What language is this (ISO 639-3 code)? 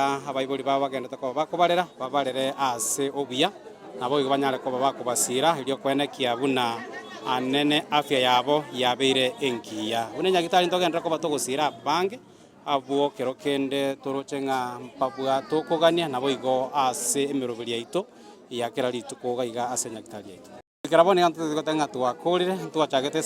guz